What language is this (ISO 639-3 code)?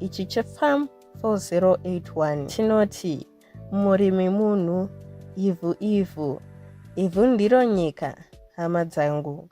sna